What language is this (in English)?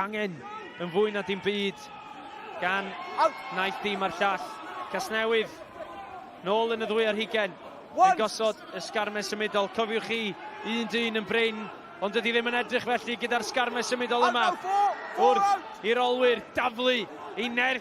Welsh